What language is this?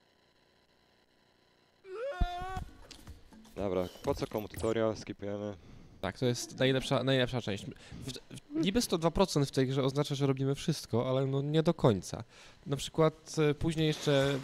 Polish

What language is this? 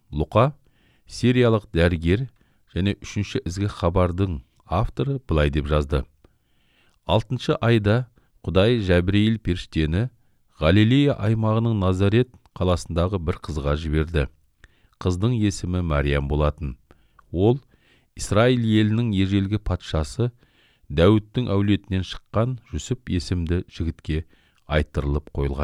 Kazakh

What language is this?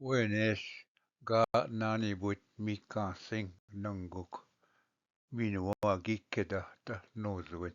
Ojibwa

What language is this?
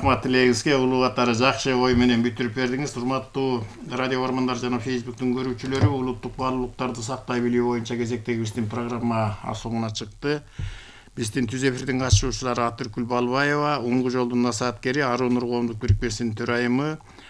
Kyrgyz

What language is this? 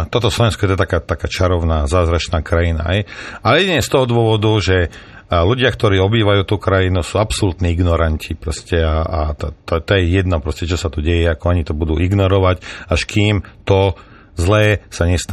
Slovak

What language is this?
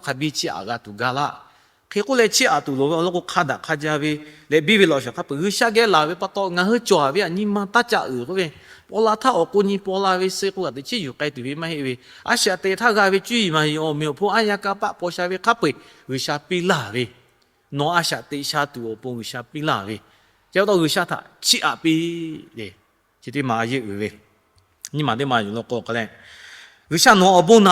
Lahu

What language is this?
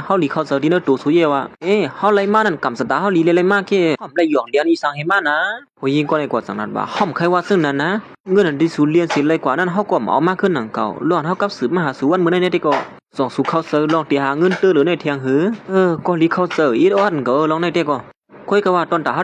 Shan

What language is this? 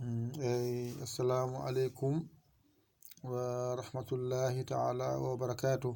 Fula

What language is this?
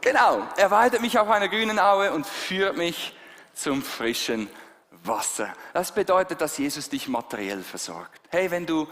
Swiss German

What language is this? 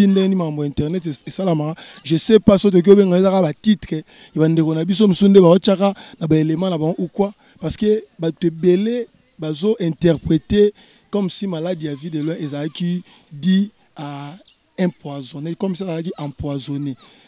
Lingala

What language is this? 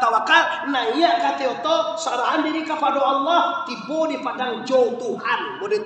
Minangkabau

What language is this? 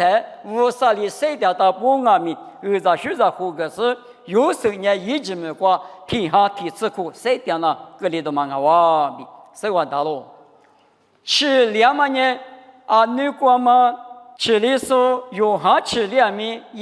Lisu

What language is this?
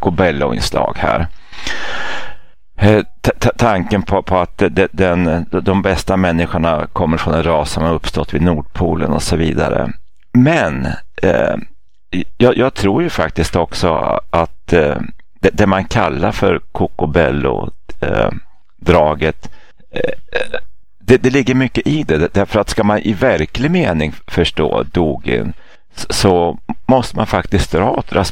Swedish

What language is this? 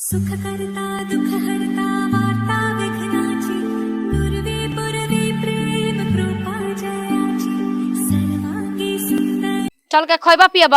Bhojpuri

